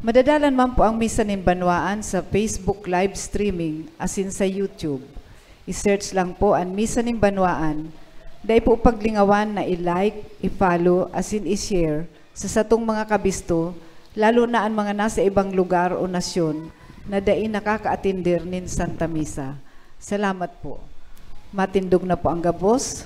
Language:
Bikol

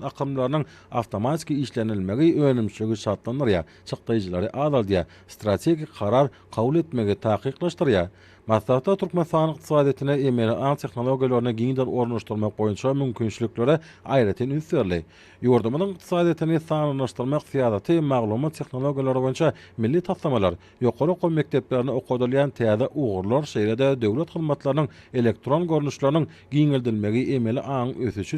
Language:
Turkmen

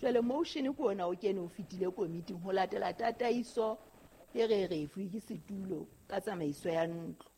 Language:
Southern Sotho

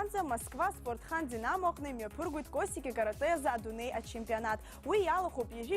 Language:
Abkhazian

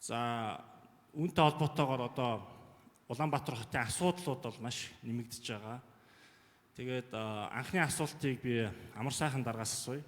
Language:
Mongolian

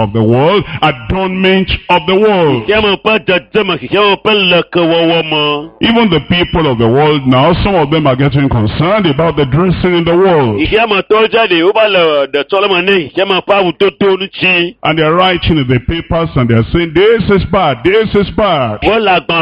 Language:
Ewe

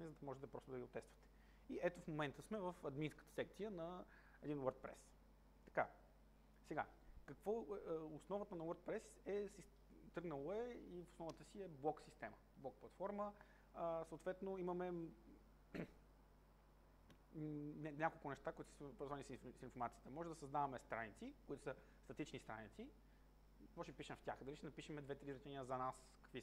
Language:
Bulgarian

